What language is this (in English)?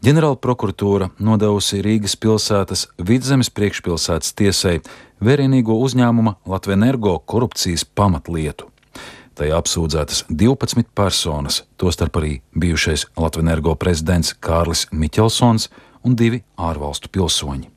Latvian